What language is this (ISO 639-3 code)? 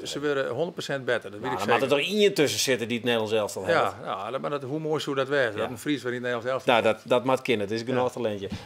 fry